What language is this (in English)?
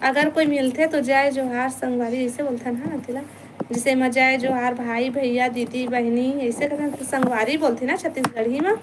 Chhattisgarhi